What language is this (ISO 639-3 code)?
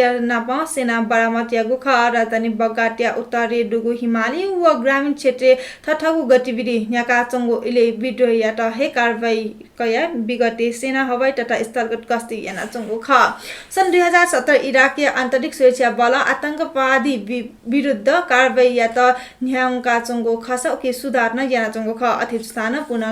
new